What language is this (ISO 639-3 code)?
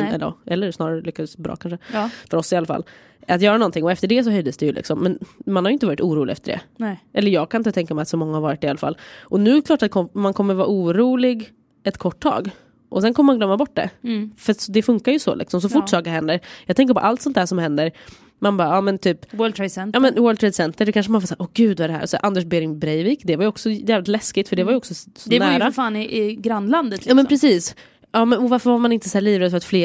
swe